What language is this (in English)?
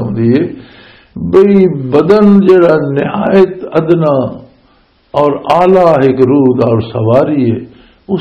Western Panjabi